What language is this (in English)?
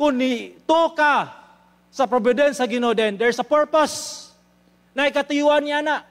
Cebuano